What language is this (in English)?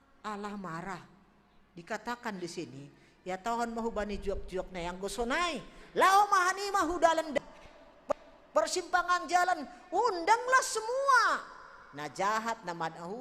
Batak Simalungun